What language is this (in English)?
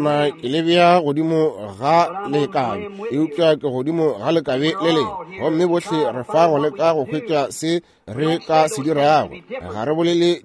Northern Sotho